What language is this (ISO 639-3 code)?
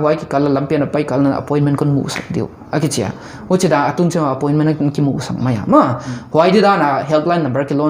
pck